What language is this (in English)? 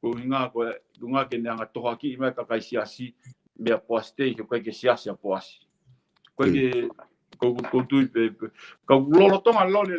Tongan